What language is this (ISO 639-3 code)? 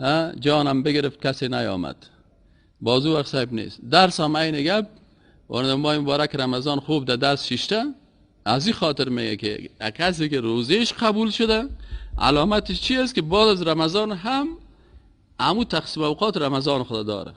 fas